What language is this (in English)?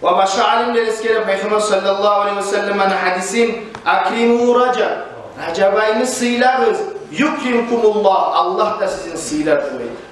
Kumyk